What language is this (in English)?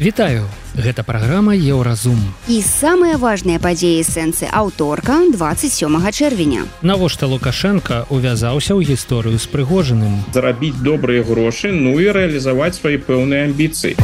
Belarusian